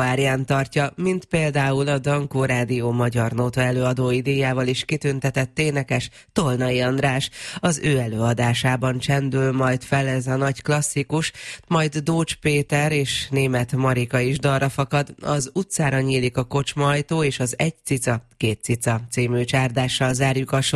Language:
Hungarian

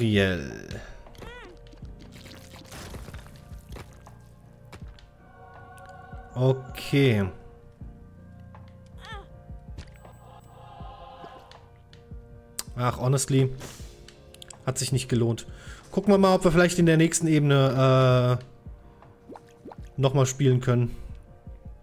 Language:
German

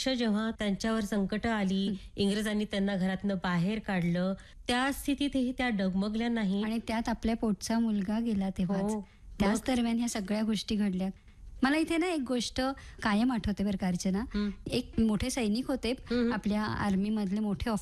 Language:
Marathi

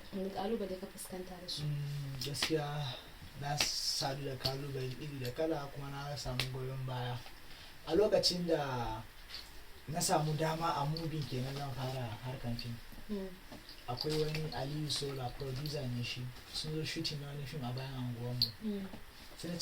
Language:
Hausa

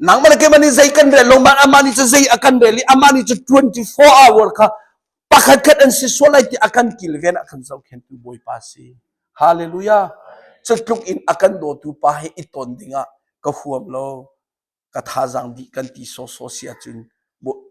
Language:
Hakha Chin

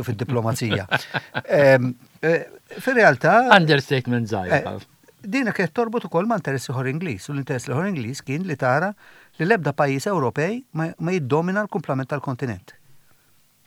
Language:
Maltese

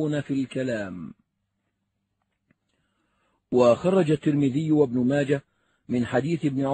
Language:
Arabic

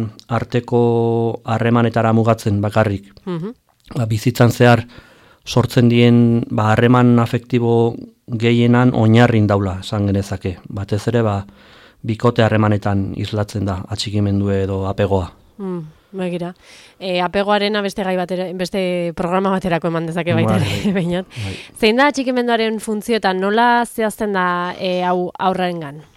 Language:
Basque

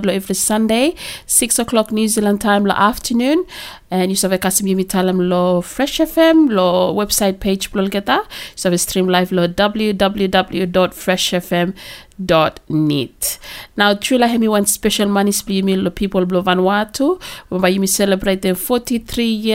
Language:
Bislama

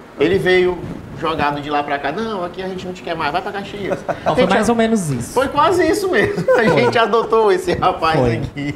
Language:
Portuguese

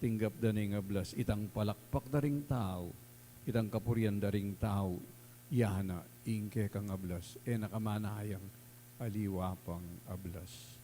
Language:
Pampanga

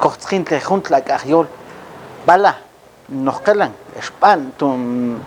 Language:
Mam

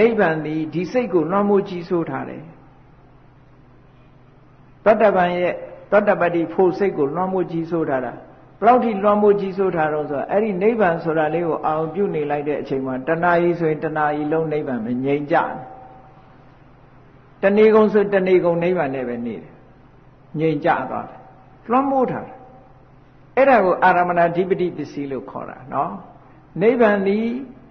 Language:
Burmese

